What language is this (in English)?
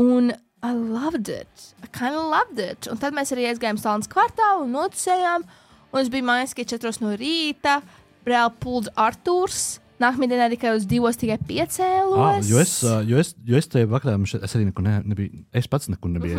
Latvian